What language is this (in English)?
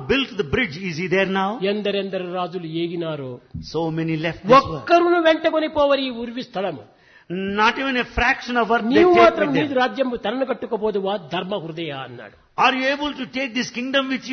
Telugu